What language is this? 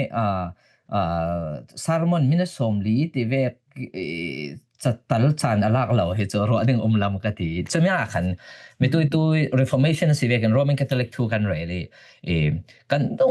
Falam Chin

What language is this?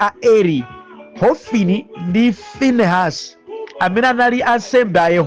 Nyanja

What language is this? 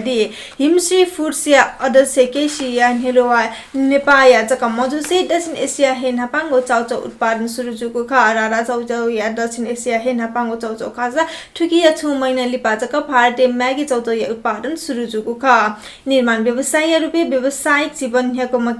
Newari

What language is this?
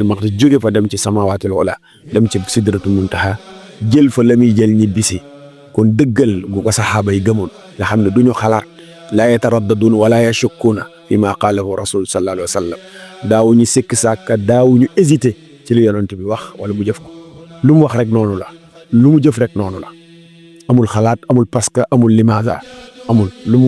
Wolof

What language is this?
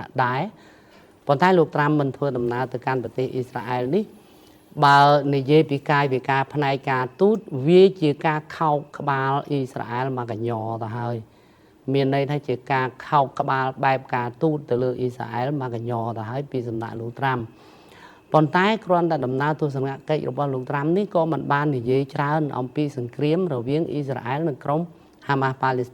Khmer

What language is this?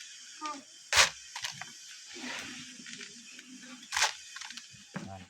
Lao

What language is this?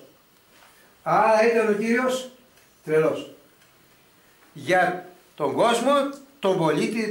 Greek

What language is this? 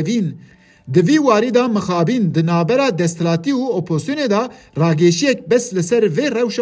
Kurdish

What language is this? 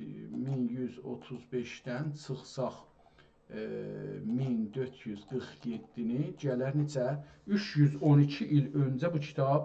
South Azerbaijani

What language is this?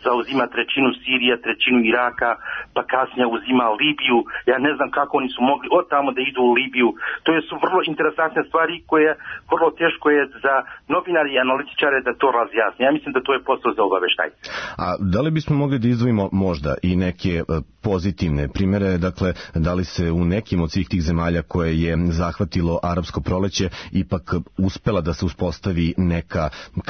Serbian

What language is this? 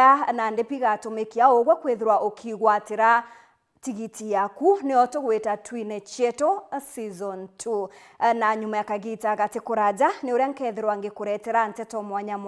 Meru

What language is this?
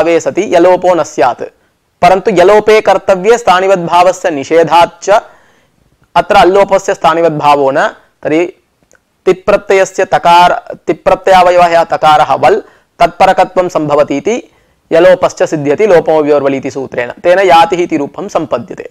Sanskrit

